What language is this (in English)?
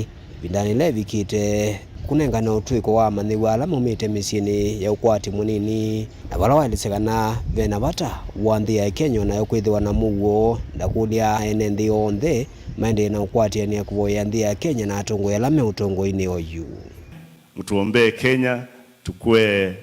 Kamba